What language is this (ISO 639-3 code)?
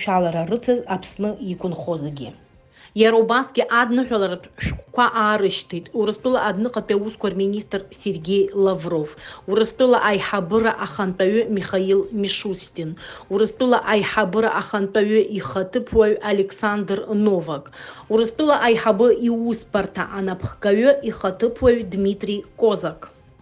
abk